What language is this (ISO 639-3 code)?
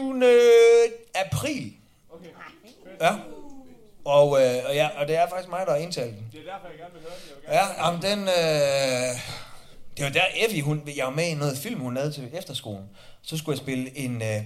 dan